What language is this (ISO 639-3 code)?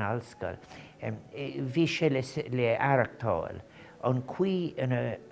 gle